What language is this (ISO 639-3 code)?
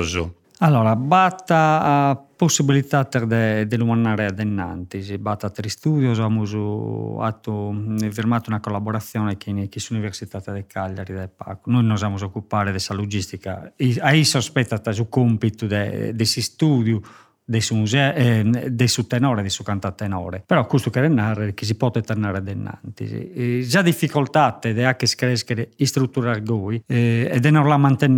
srd